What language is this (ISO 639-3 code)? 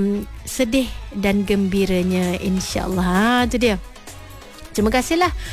msa